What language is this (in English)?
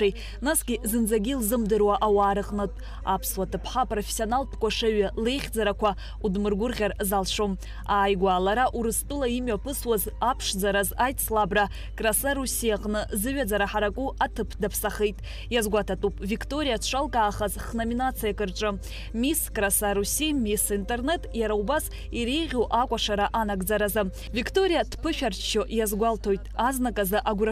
Abkhazian